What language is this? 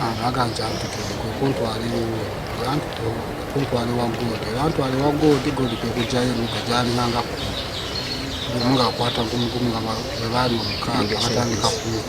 Ganda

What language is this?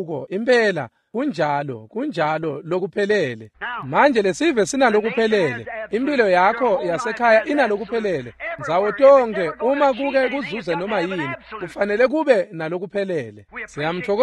Swati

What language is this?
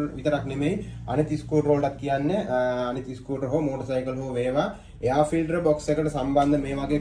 Sinhala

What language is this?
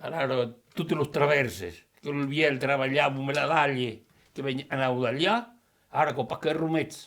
Occitan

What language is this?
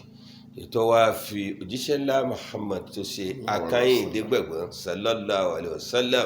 Yoruba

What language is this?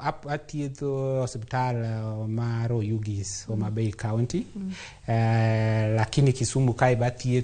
Luo (Kenya and Tanzania)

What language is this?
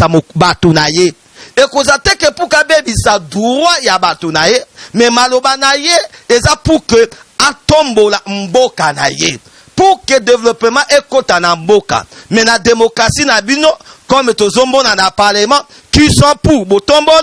Lingala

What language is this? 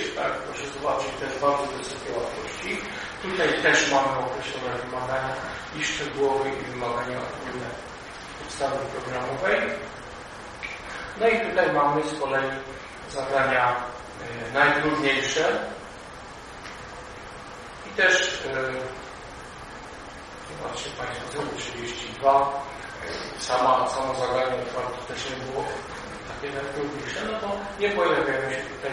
Polish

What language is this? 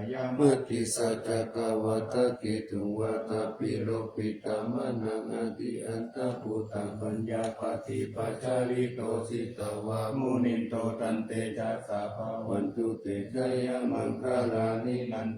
Pali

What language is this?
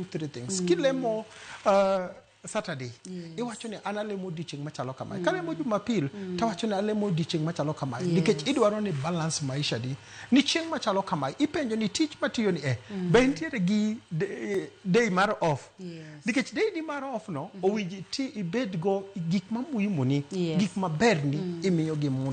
Luo (Kenya and Tanzania)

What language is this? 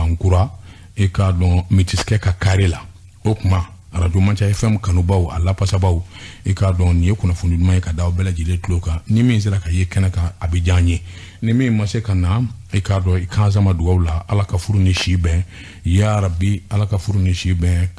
Bambara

